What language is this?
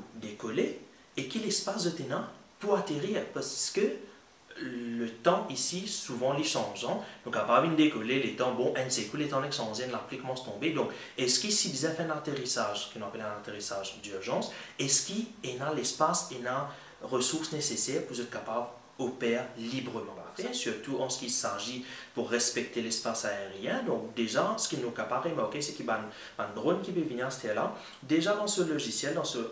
Morisyen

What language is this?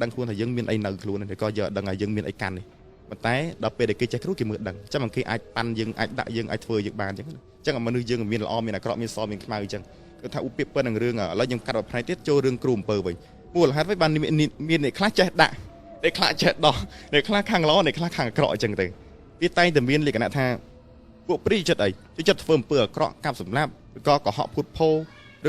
Khmer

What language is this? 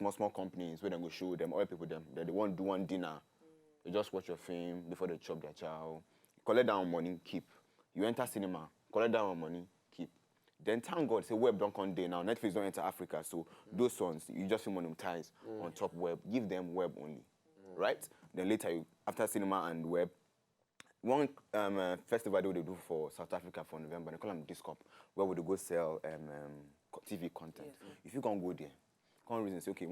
Nigerian Pidgin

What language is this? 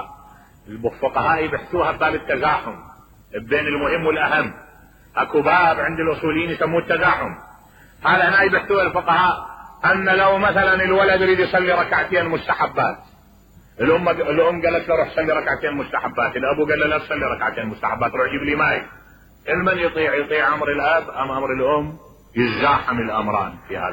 Mesopotamian Arabic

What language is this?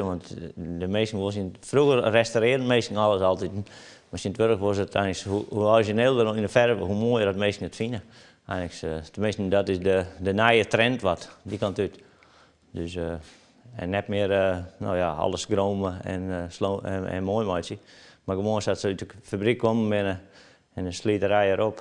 Western Frisian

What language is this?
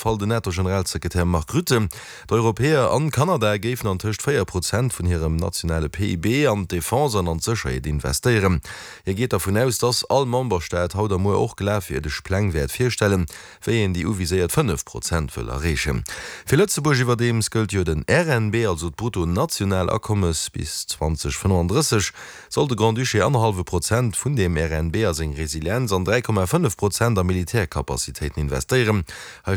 Luxembourgish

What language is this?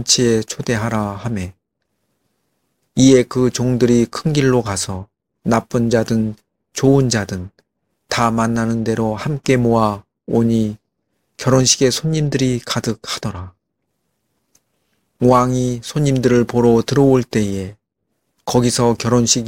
Korean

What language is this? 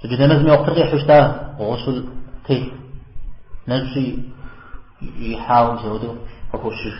Kabardian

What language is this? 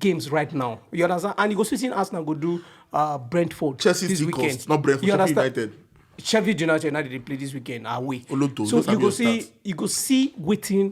Nigerian Pidgin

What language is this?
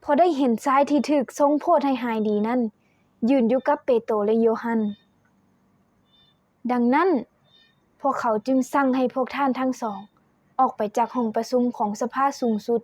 Lao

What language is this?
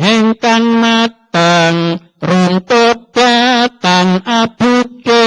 Javanese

